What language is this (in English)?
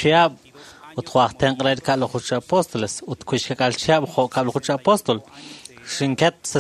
Kekchí